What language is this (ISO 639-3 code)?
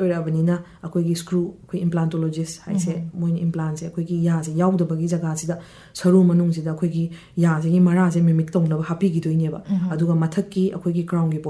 mni